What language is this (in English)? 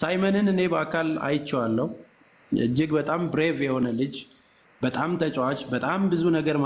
Amharic